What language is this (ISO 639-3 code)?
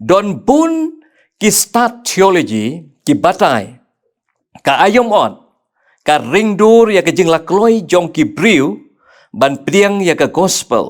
kha